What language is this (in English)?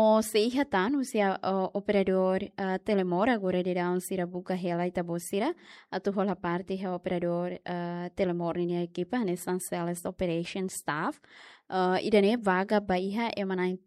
Tetum